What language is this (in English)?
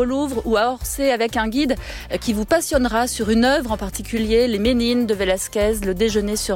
French